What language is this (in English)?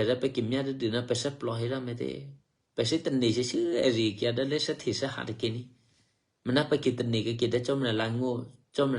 Eastern Kayah